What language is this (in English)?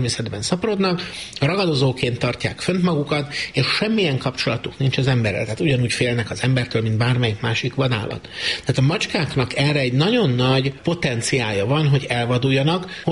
Hungarian